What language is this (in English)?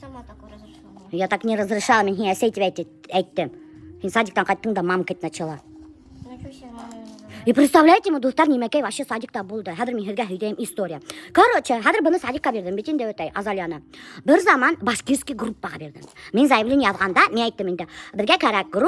Bashkir